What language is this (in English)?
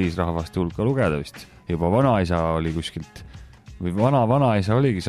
Estonian